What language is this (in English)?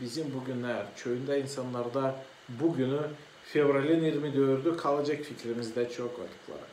Gagauz